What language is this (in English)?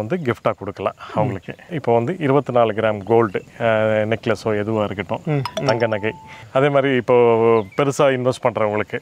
Tamil